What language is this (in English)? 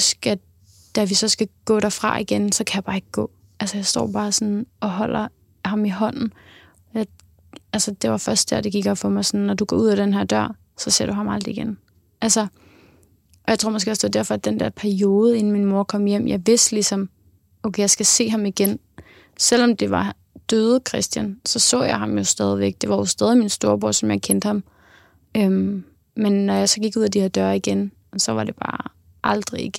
Danish